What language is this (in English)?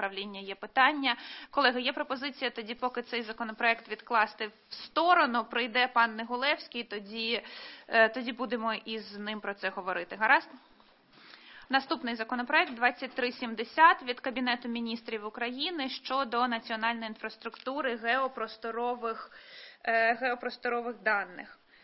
Ukrainian